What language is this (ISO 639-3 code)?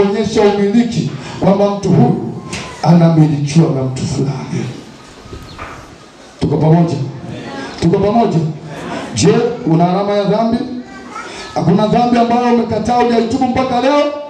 swa